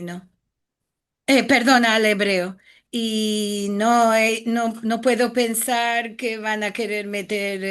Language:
Ladino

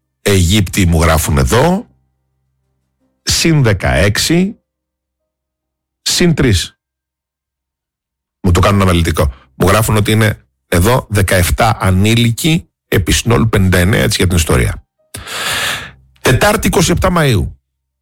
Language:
Greek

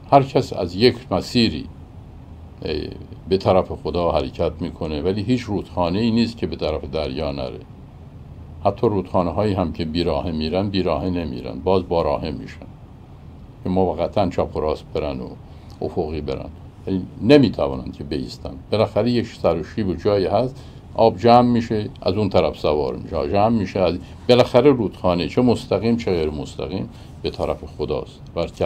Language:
Persian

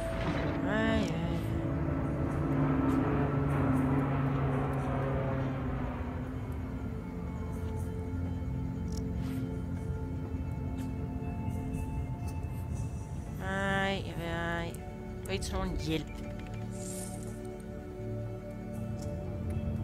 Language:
Danish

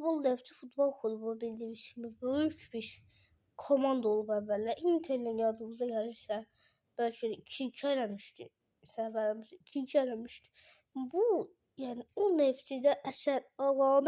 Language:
Azerbaijani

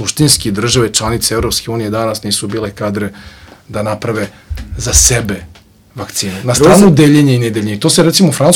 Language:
Serbian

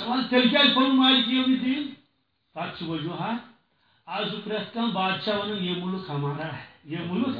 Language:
Kashmiri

